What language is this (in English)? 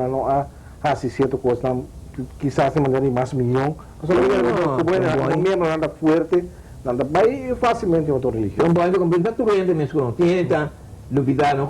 Papiamento